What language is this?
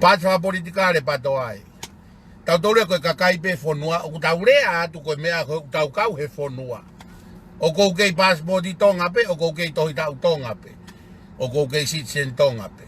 Tongan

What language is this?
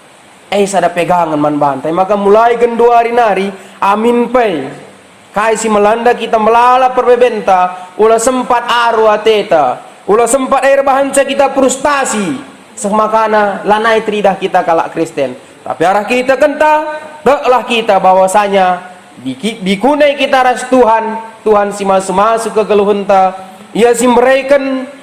Batak Karo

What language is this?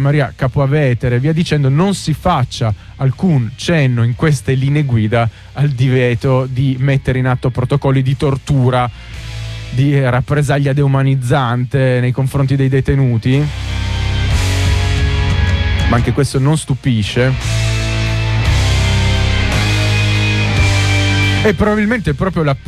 Italian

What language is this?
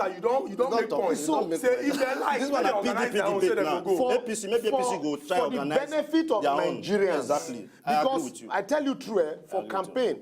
Nigerian Pidgin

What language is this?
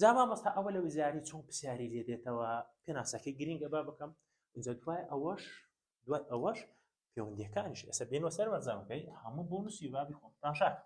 Central Kurdish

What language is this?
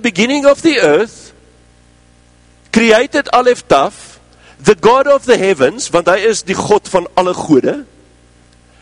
Afrikaans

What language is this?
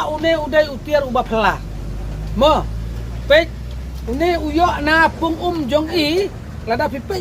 Khasi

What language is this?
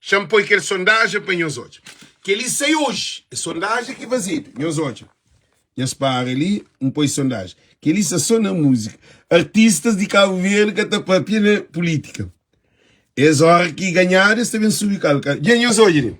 Kabuverdianu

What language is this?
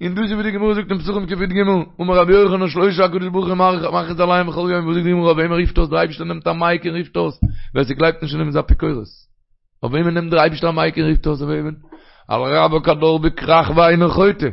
Yiddish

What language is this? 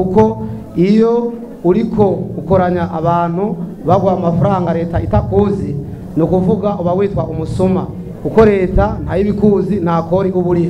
Rundi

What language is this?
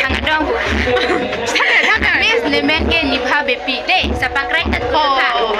Karbi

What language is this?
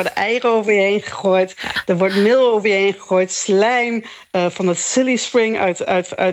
Dutch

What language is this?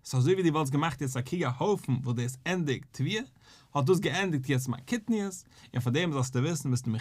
Yiddish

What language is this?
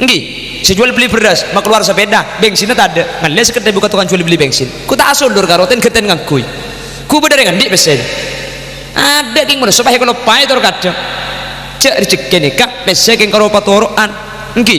Madurese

